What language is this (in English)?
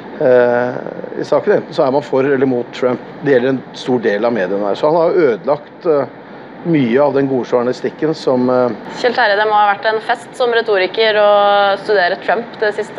Norwegian